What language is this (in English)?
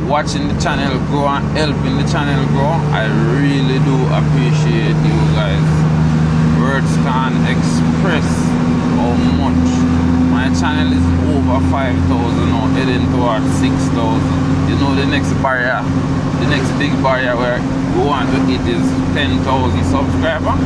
Jamaican Creole English